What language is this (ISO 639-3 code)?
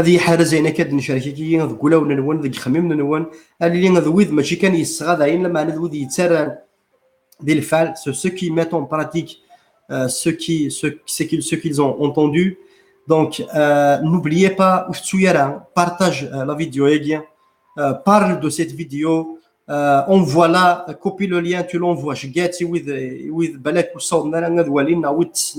kab